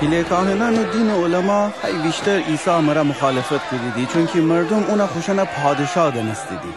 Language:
Gilaki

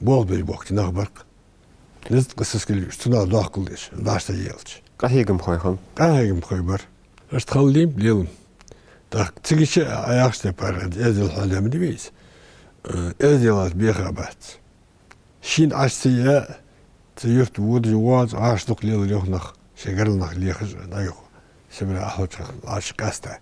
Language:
Ingush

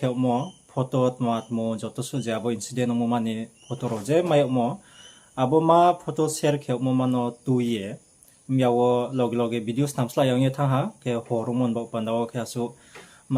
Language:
Riang (India)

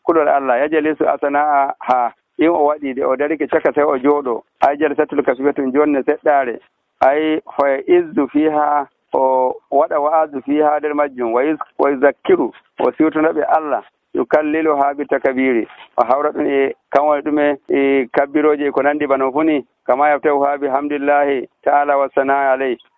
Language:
Nigerian Fulfulde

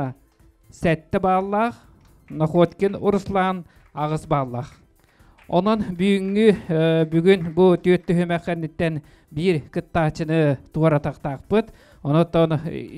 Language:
Yakut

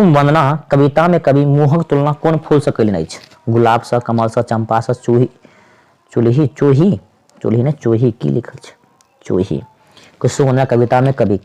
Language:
Maithili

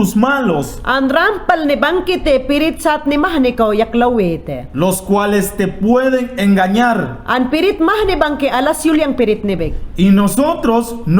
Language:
Mayangna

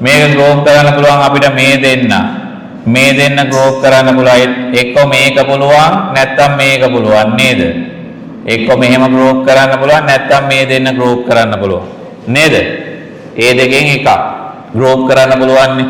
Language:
Sinhala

